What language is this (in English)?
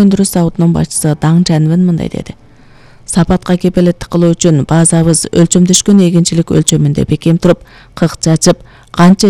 Kyrgyz